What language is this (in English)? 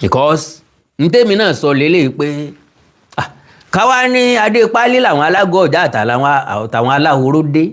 Yoruba